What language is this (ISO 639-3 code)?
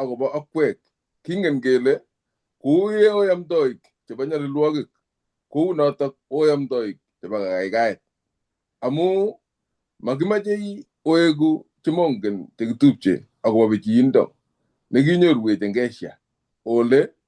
kln